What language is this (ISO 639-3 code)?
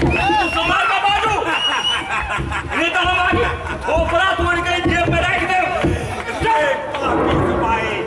mai